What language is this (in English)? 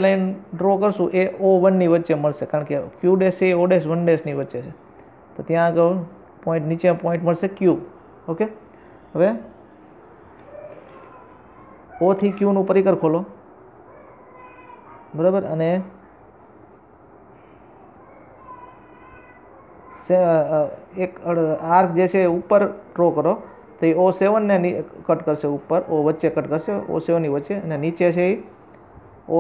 Gujarati